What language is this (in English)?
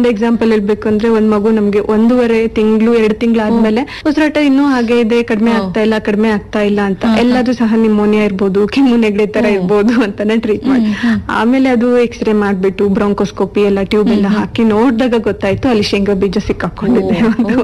Kannada